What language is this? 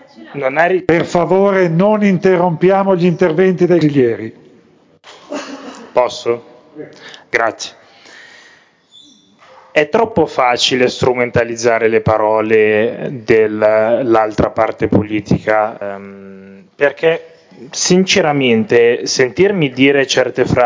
Italian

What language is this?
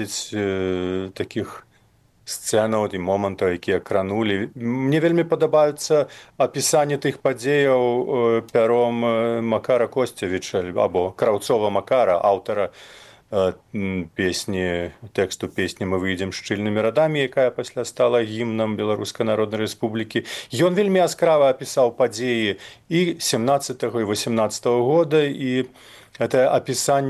Belarusian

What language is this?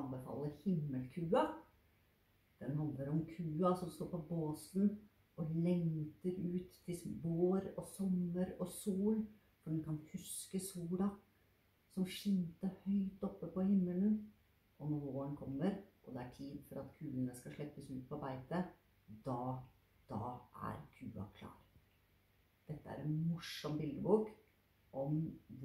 Norwegian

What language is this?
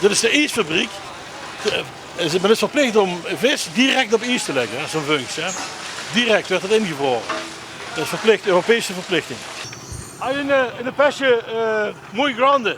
Limburgish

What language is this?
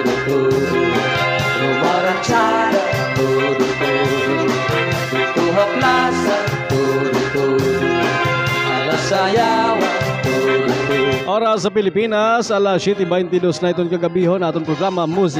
Waray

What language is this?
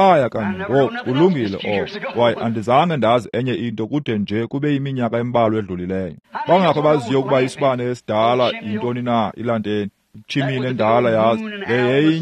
Xhosa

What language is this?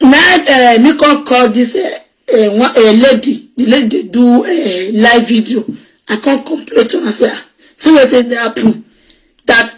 Nigerian Pidgin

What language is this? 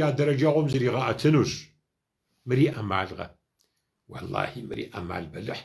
Kabardian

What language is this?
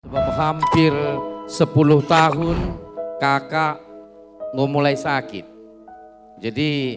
Batak Karo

